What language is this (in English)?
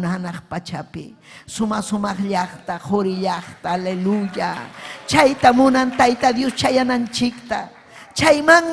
Ayacucho Quechua